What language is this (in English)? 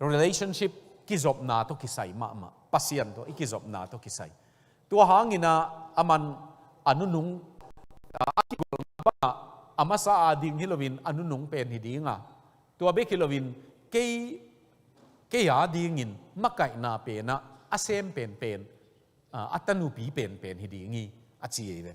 Tedim Chin